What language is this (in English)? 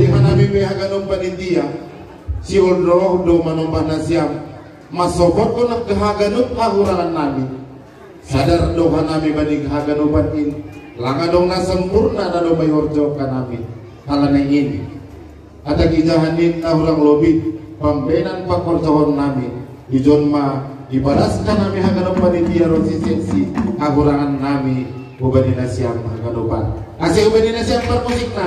Batak Simalungun